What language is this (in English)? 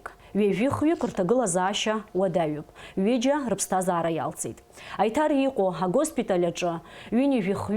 Abkhazian